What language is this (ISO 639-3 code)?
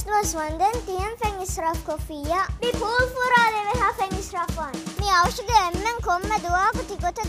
div